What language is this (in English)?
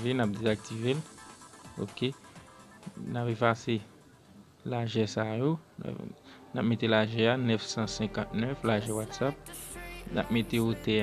Haitian Creole